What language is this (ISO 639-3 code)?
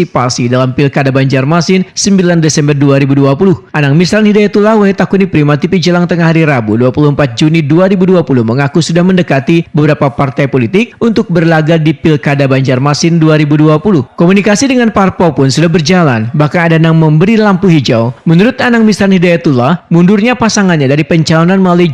bjn